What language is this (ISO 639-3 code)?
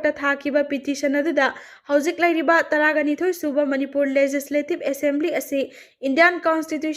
mni